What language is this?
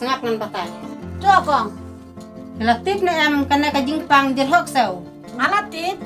Khasi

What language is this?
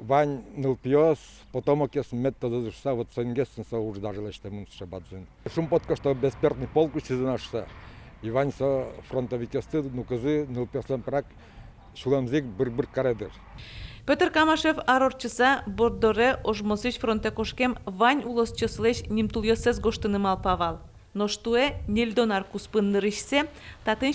Udmurt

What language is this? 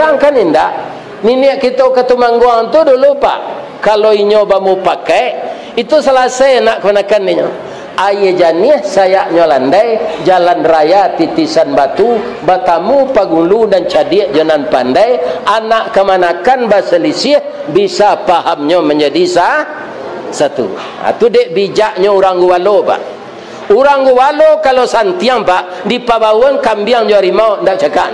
Minangkabau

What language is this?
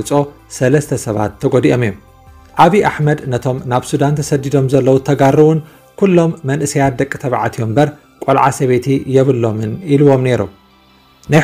Tigrinya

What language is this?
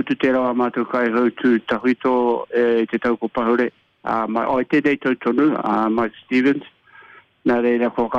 Māori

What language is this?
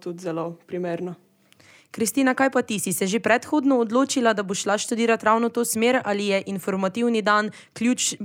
Slovenian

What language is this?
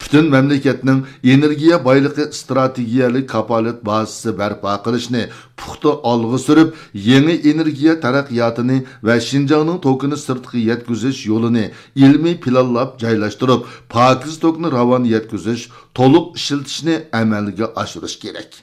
Uyghur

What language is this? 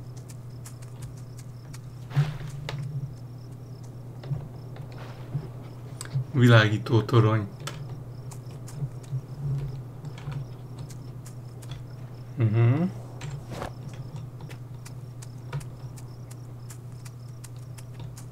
Hungarian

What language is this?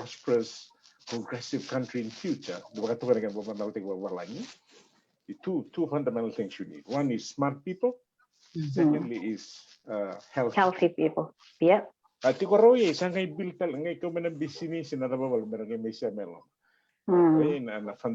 Fijian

